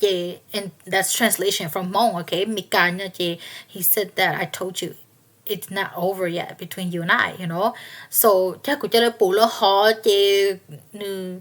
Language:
Hmong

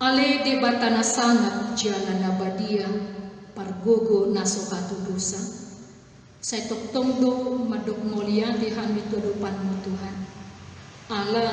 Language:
Batak Toba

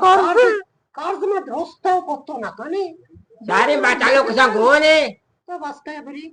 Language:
Eastern Balochi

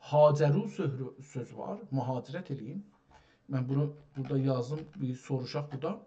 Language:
South Azerbaijani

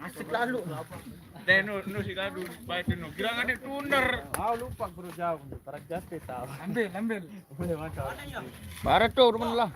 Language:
Sasak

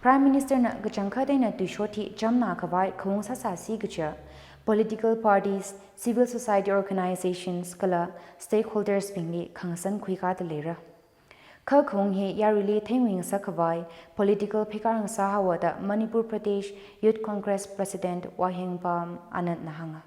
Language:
Tangkhul Naga (India)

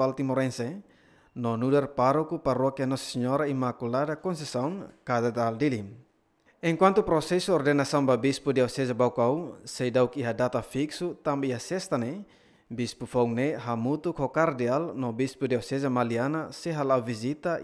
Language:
Tetum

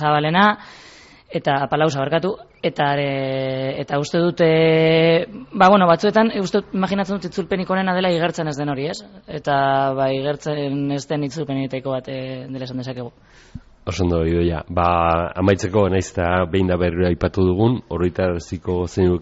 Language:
Basque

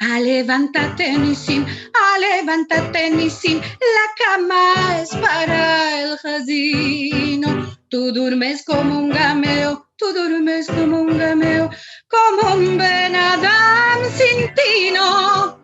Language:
Ladino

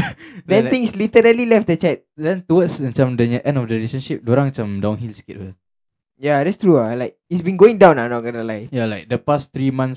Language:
Malay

